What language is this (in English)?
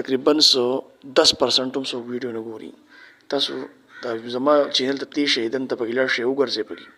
Pashto